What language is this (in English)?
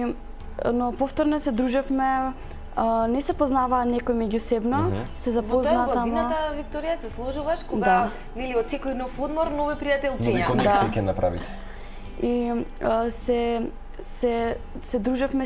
Macedonian